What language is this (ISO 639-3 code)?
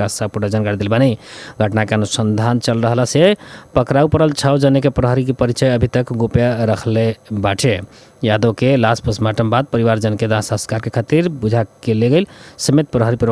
bho